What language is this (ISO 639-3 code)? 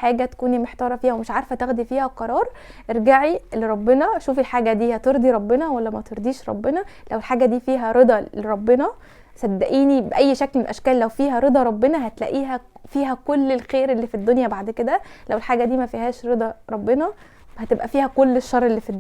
arz